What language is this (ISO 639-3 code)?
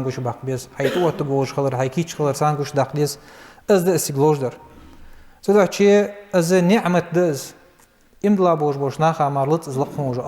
inh